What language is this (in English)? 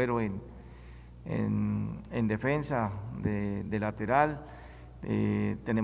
Spanish